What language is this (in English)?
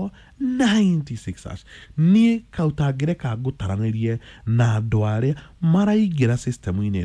Kikuyu